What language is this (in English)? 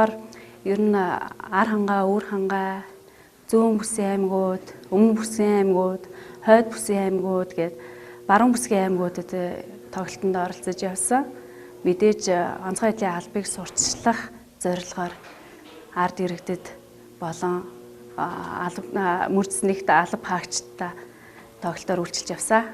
Mongolian